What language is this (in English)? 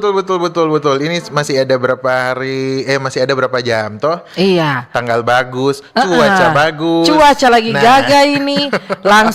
Manado Malay